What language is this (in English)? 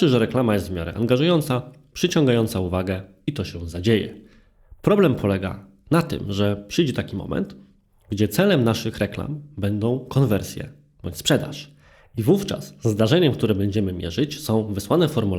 Polish